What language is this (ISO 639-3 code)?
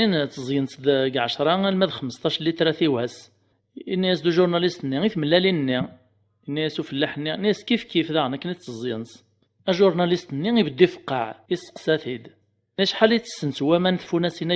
kab